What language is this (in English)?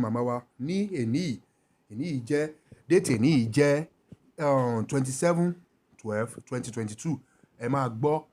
Yoruba